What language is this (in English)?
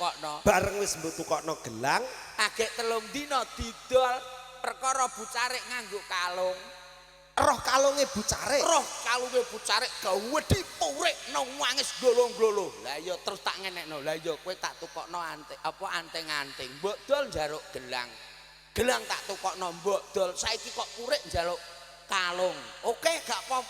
Javanese